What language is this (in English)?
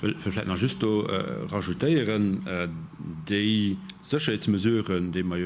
Luxembourgish